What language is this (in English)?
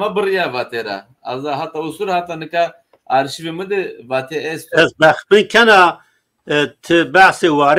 Zaza